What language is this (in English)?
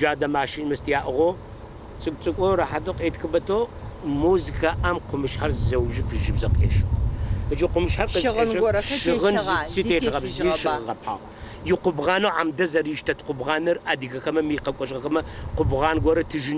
Adyghe